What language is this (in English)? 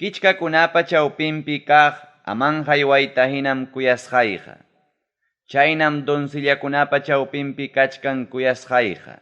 Ayacucho Quechua